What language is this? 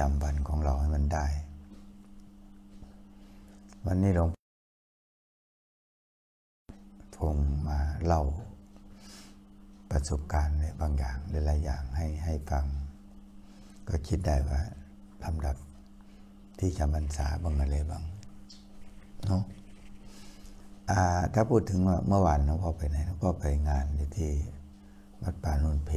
Thai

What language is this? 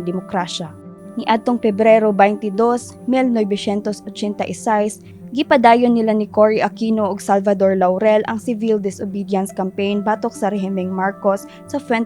Cebuano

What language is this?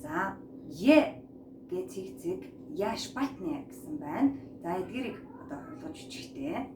Mongolian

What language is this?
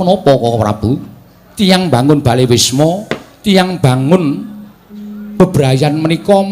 Javanese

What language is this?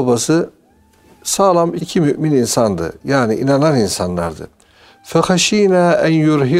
Turkish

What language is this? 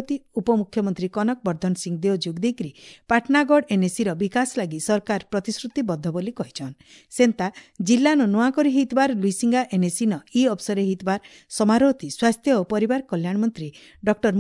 Odia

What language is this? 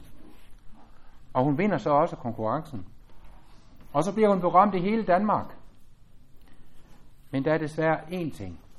Danish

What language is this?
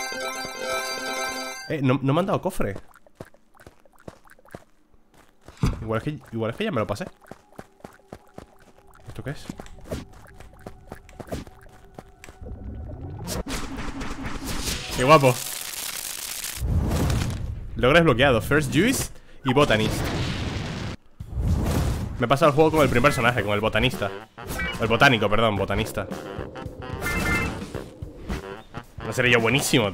Spanish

